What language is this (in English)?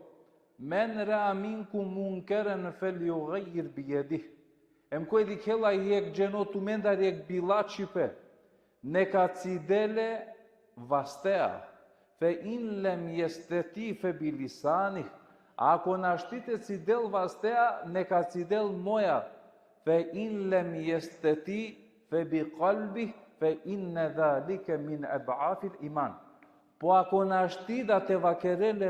Balkan Romani